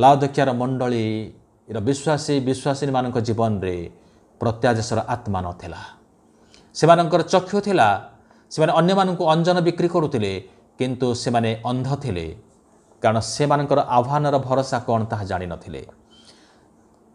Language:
Odia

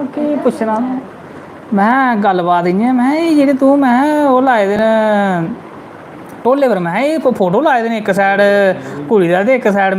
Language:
Dogri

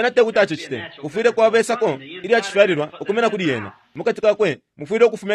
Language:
Bemba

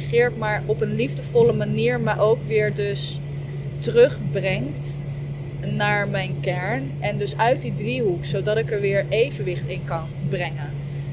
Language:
Dutch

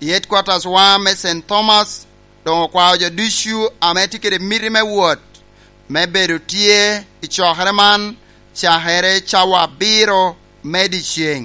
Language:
Lango (Uganda)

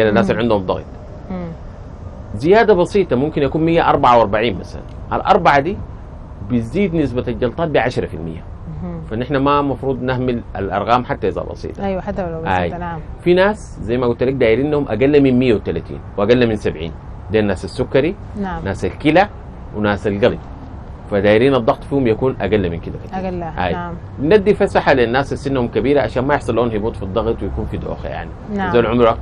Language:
Sudanese Arabic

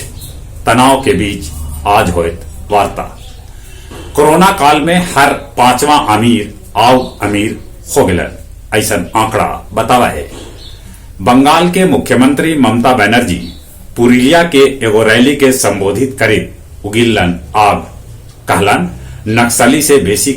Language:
Magahi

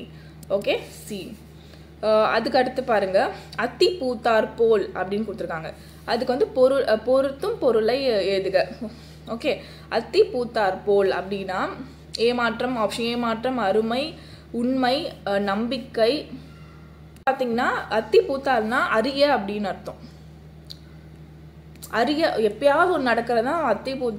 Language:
Tamil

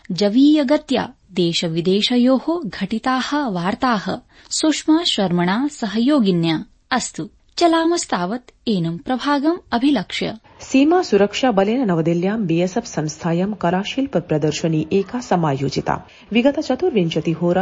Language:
Sanskrit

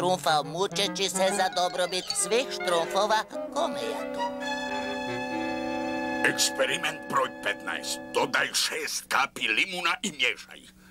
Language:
Croatian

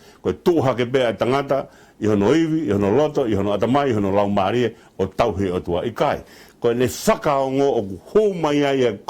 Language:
Tongan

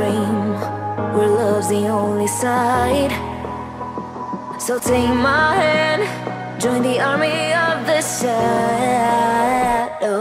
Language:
English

